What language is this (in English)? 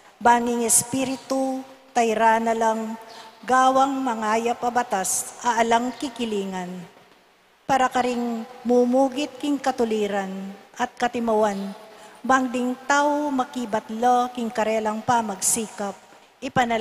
Pampanga